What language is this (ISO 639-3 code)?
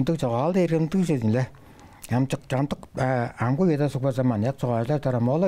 tyv